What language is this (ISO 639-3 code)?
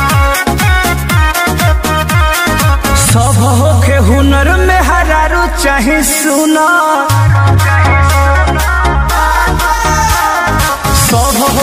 bho